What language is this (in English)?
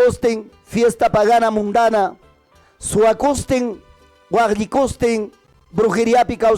Ayacucho Quechua